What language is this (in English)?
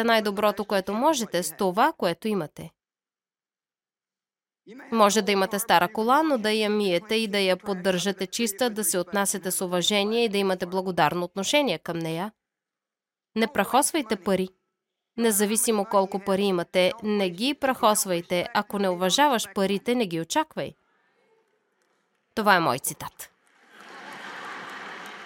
Bulgarian